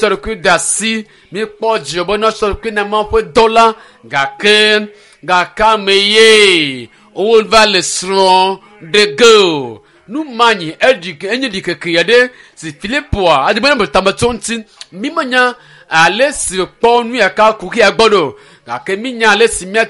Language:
Ewe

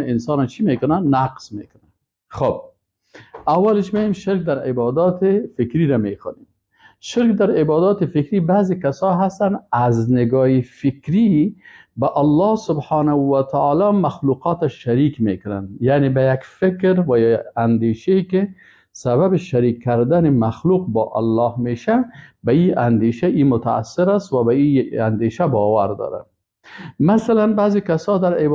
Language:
Persian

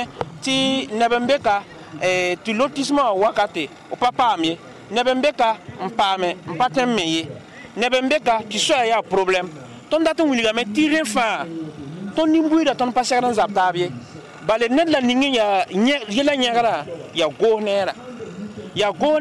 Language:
Mossi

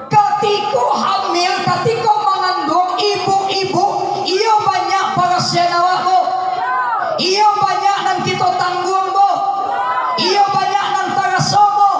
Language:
Minangkabau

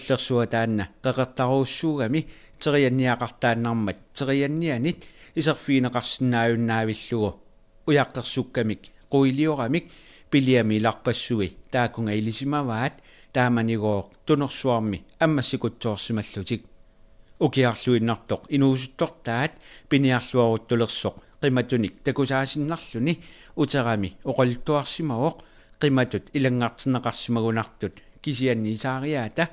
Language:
Kalaallisut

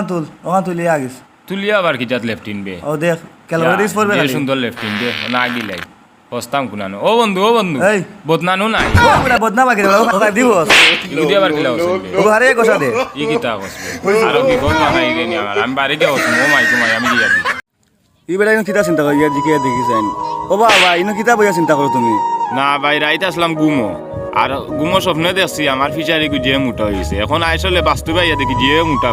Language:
Sylheti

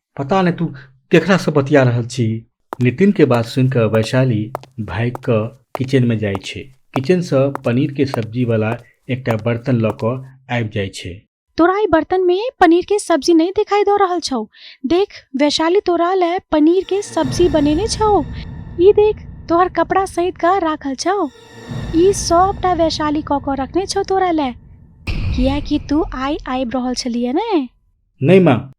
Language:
Maithili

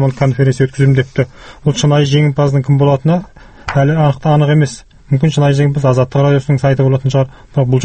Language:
Kazakh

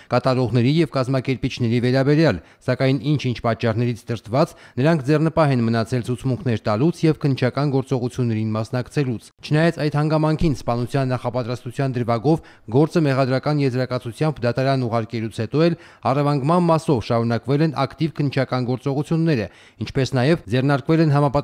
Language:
Armenian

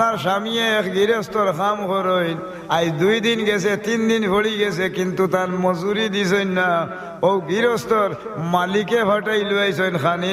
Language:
Sylheti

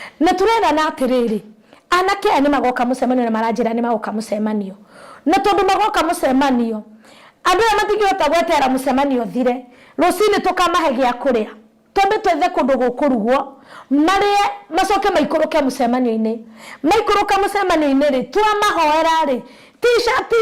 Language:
Kikuyu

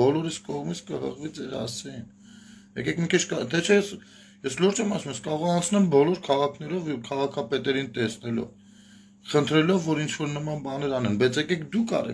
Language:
Armenian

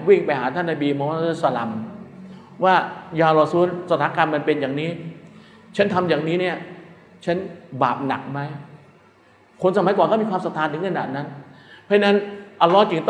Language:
Thai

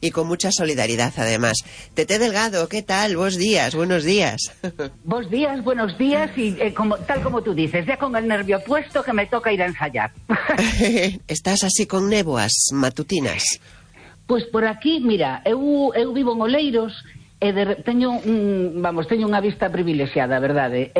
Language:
Galician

